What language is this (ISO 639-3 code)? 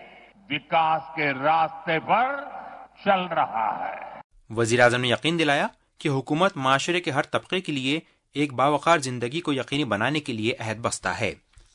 urd